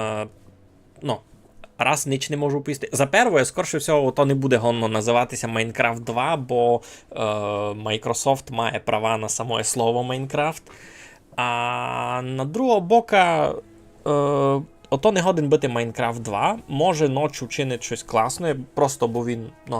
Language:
Rusyn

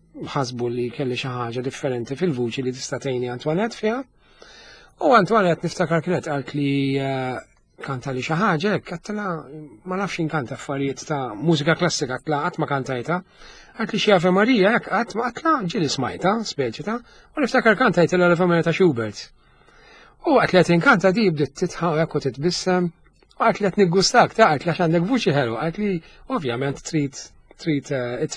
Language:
Maltese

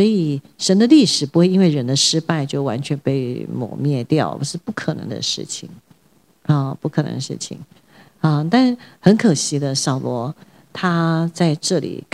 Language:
Chinese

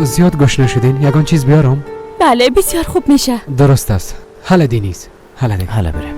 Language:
Persian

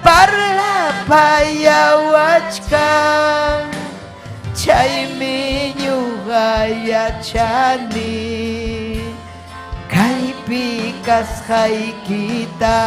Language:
Ayacucho Quechua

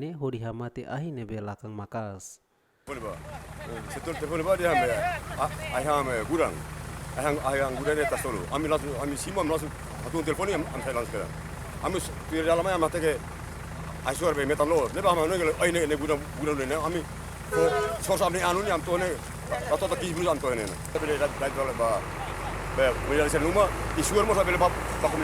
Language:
Tetum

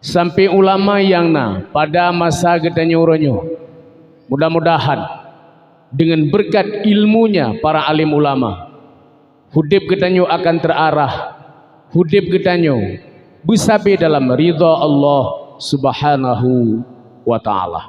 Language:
Achinese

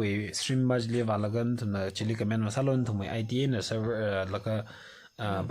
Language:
Tangkhul Naga (India)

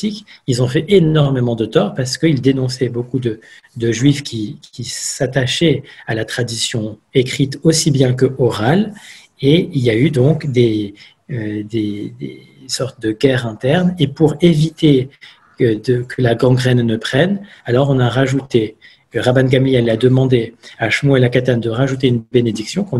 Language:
French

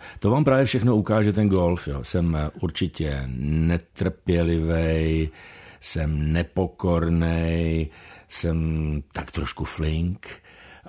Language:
Czech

